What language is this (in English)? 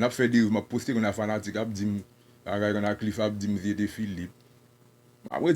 Haitian Creole